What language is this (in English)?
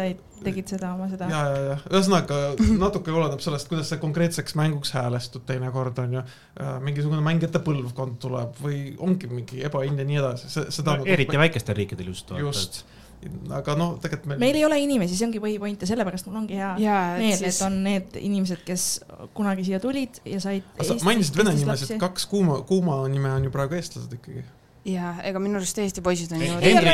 Estonian